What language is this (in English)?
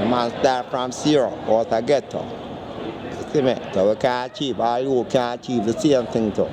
Jamaican Creole English